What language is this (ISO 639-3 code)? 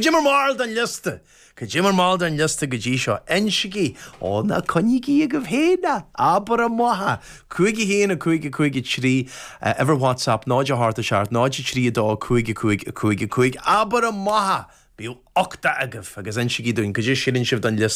gle